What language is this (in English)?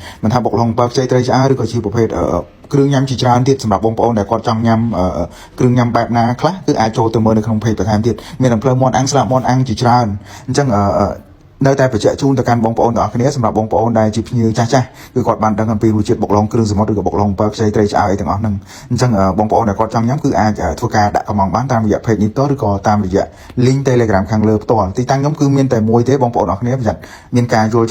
Khmer